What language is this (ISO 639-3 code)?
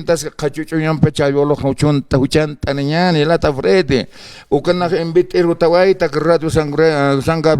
aym